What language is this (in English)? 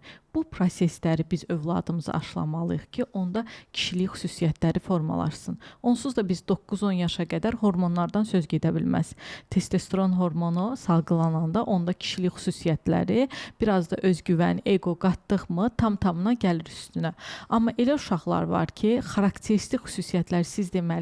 Azerbaijani